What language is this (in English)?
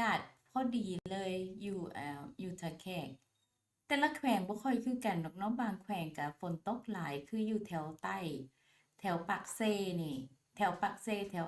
Lao